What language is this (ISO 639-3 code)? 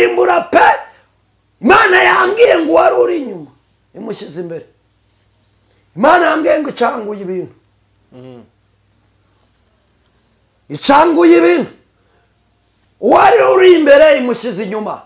kin